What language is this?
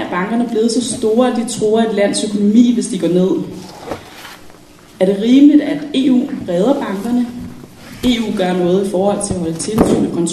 Danish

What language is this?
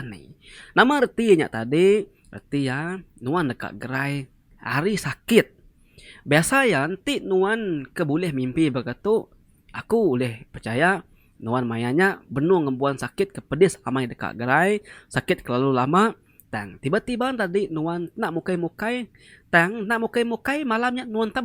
Iban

